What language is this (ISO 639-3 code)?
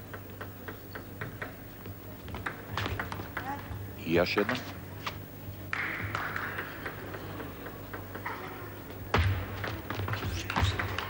hrv